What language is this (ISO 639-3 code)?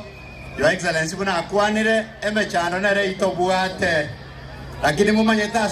guz